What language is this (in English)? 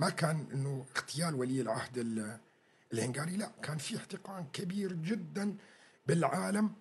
North Levantine Arabic